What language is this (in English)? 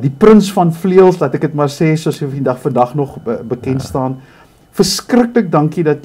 Afrikaans